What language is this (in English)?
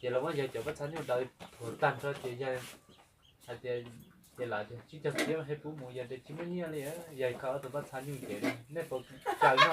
Hmong